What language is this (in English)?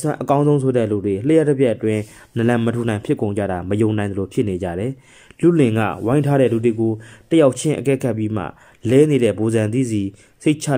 Burmese